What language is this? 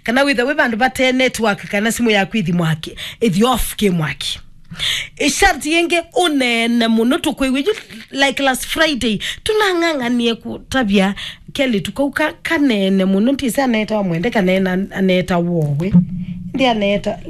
Kamba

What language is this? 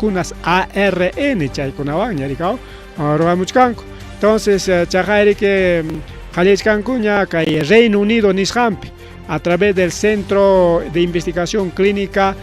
Ayacucho Quechua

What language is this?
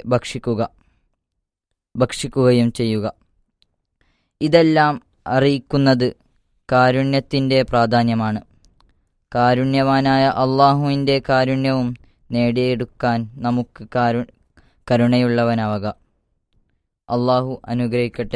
Malayalam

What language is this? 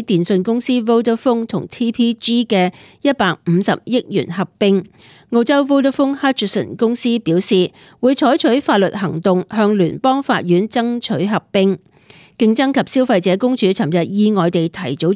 Cantonese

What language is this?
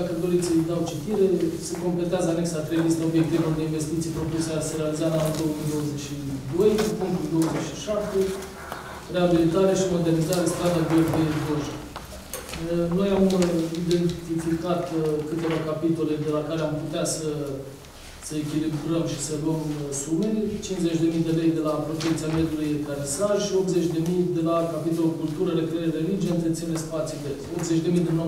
Romanian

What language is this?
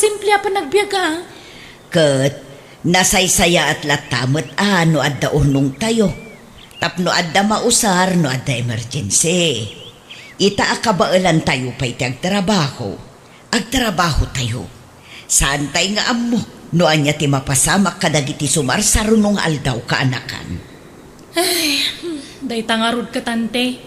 Iloko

